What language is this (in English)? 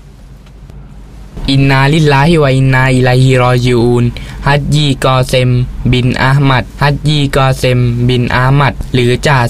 Thai